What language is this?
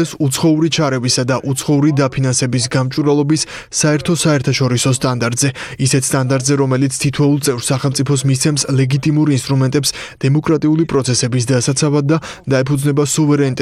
Georgian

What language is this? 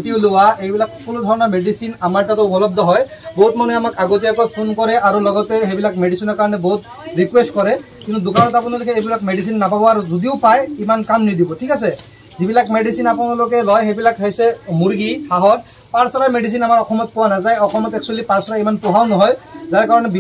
Assamese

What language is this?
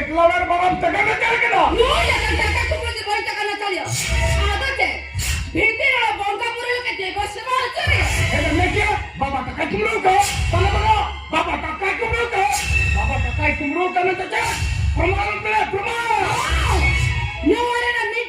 Santali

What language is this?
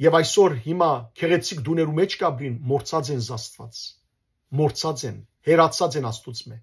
Western Armenian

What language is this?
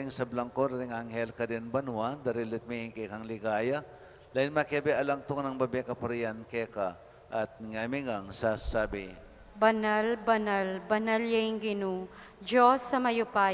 Pampanga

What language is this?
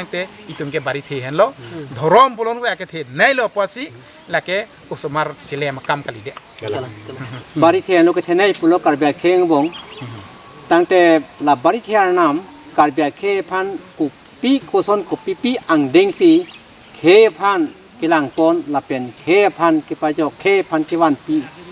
Karbi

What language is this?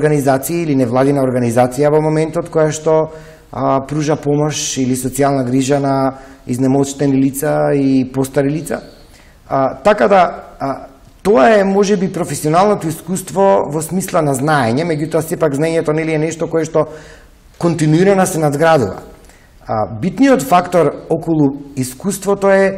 Macedonian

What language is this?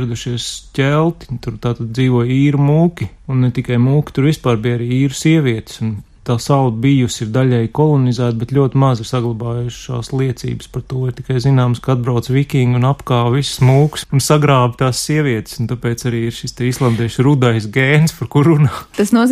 Latvian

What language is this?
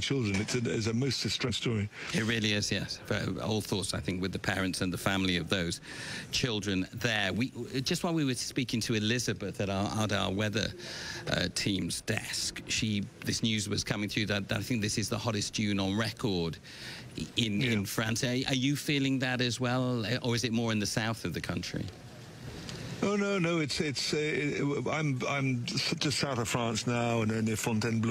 English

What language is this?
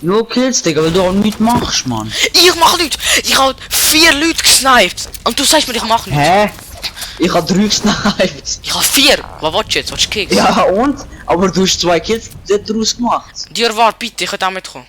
Swiss German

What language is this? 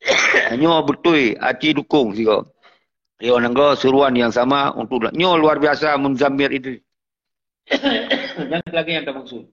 Achinese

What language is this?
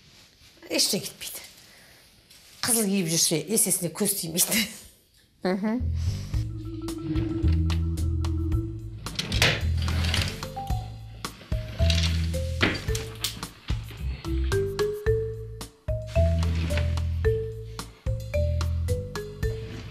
Kazakh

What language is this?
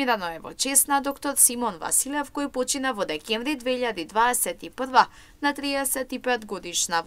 Macedonian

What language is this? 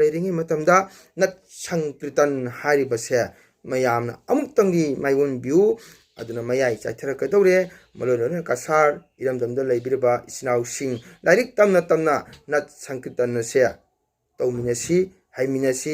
Manipuri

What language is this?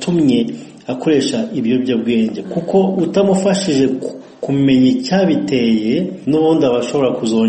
Kinyarwanda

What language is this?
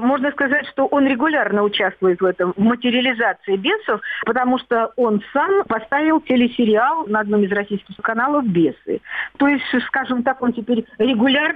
Russian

